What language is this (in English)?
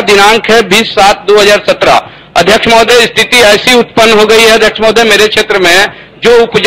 Hindi